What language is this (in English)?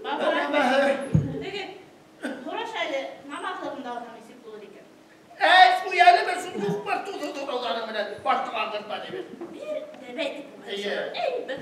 Bashkir